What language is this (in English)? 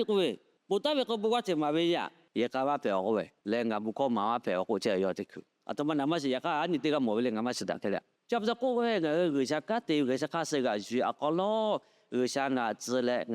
Lahu